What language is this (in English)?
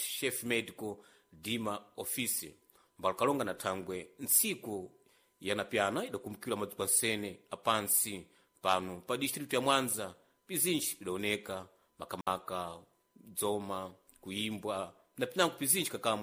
Sena